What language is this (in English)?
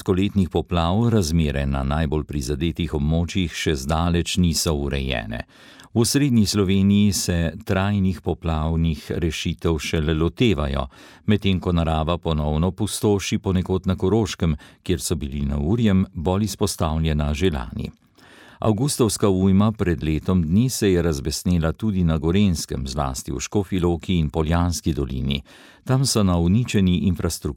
Slovenian